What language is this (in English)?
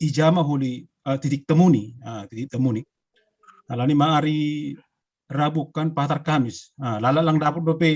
Batak Simalungun